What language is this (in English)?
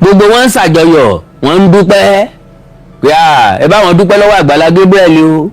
Yoruba